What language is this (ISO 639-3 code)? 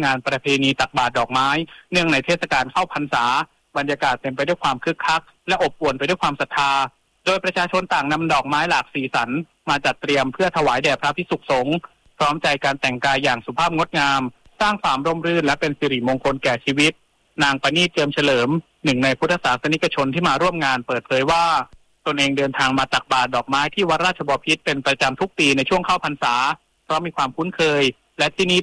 tha